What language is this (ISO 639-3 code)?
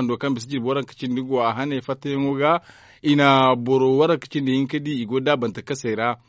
dje